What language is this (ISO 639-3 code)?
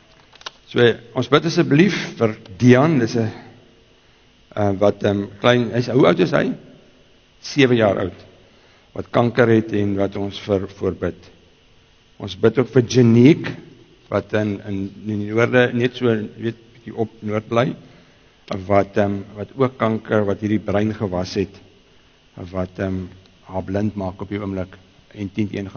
afr